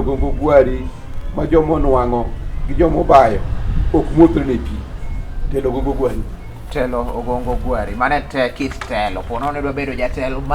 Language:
Luo (Kenya and Tanzania)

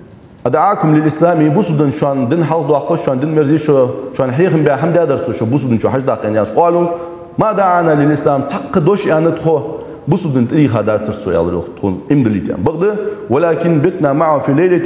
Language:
Ingush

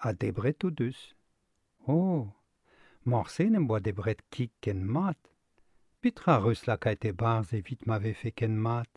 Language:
Breton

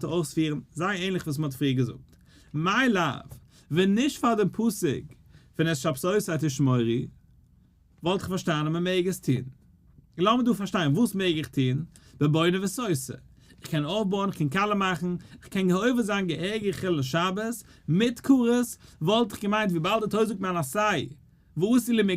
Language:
Yiddish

